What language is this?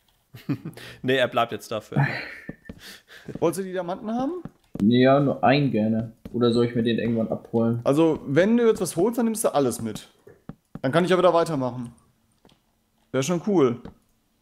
German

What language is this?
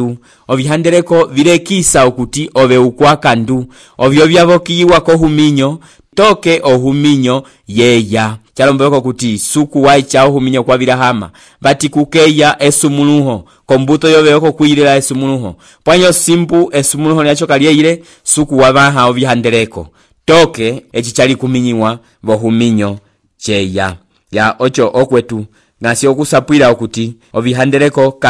Umbundu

